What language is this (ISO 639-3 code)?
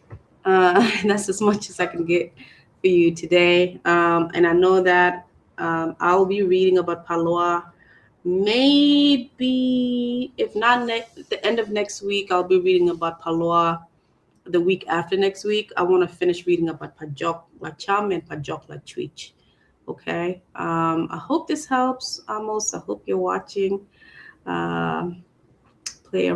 ach